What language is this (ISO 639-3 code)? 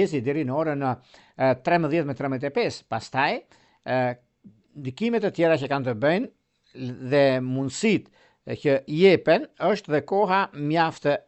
sqi